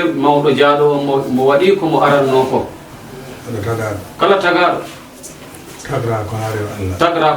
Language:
Fula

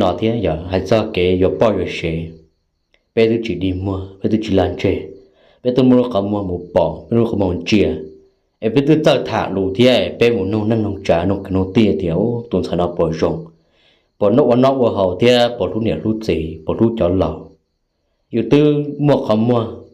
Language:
Hmong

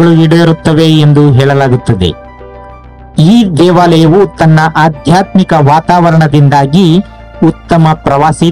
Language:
Kannada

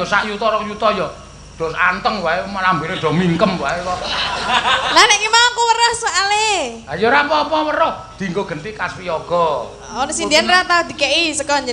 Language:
Javanese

